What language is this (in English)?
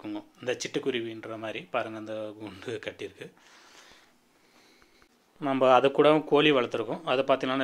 Tamil